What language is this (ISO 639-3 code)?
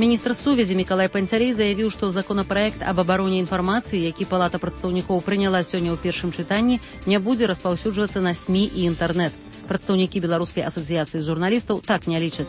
bel